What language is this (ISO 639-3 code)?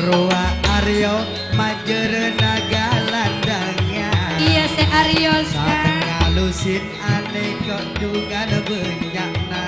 mad